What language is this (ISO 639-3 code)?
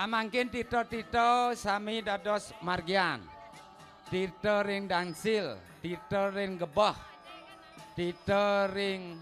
ban